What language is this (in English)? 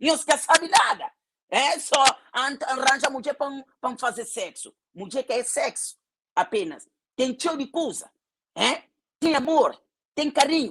Kabuverdianu